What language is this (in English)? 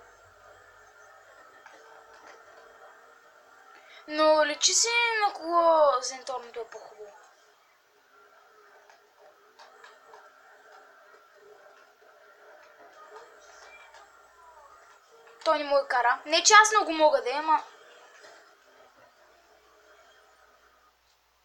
Bulgarian